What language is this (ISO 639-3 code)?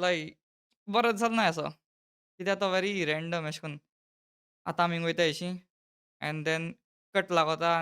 kok